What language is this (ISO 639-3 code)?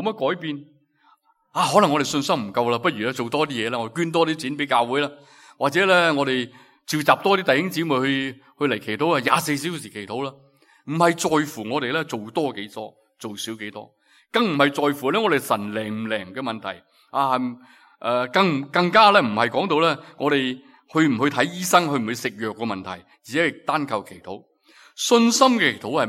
yue